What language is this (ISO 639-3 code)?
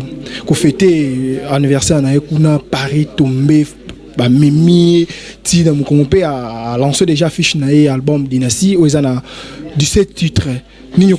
lin